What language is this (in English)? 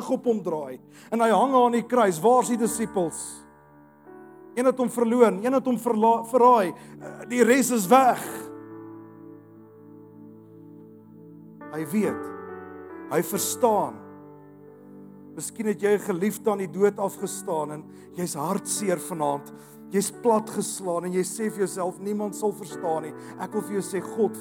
Afrikaans